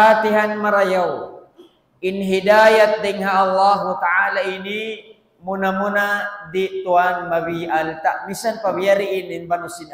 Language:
Tausug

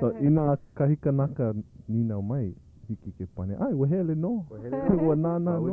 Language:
Hawaiian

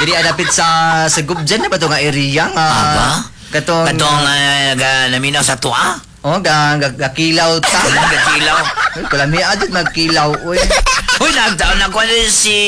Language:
Cebuano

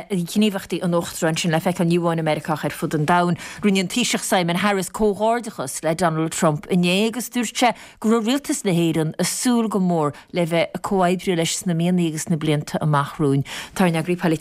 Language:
Irish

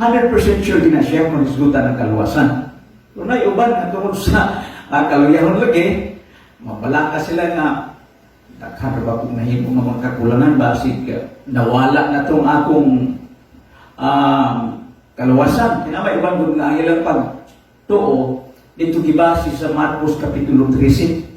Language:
Cebuano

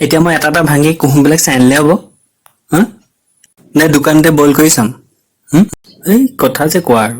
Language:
Assamese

